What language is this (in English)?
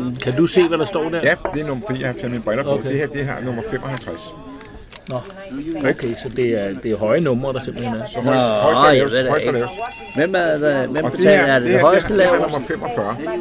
Danish